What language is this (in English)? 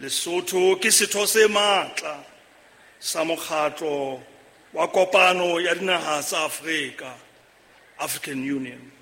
Southern Sotho